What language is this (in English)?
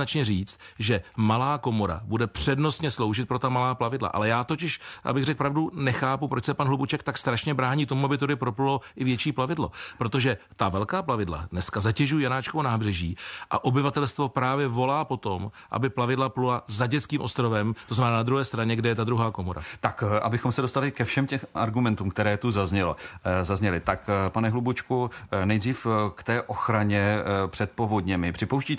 Czech